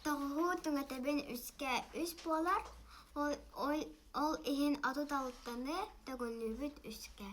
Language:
Yakut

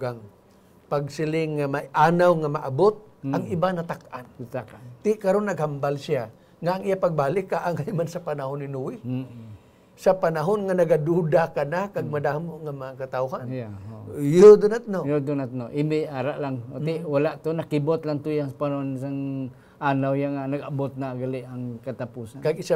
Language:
Hiligaynon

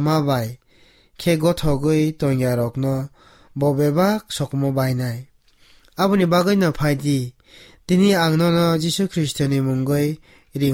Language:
Kok Borok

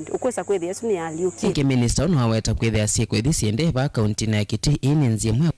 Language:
Kamba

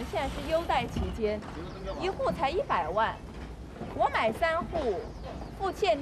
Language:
Chinese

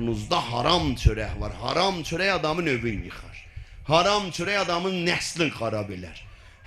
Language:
South Azerbaijani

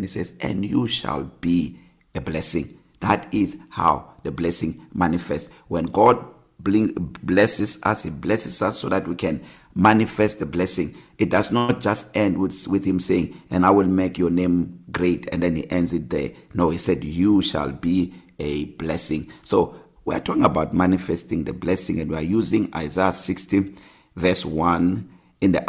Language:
English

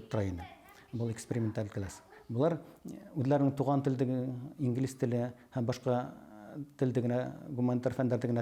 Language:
Bashkir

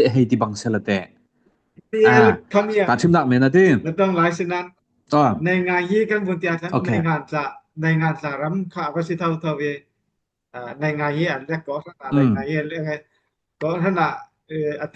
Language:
Falam Chin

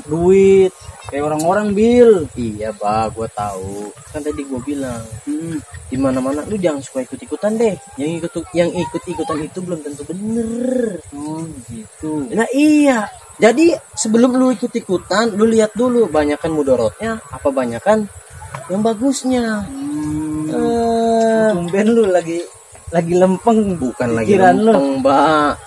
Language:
Betawi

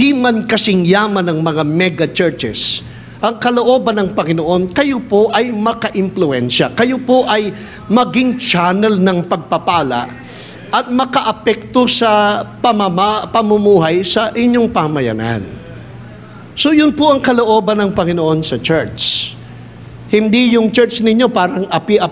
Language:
Filipino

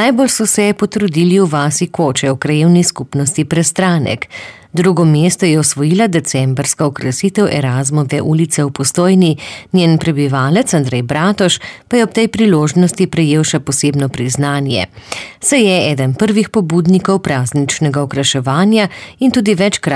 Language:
Slovenian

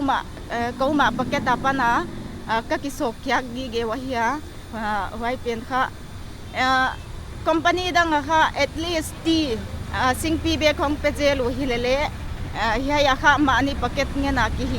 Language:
Paite Chin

